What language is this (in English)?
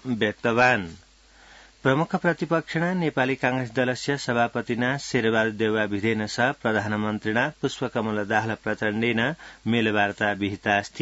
Sanskrit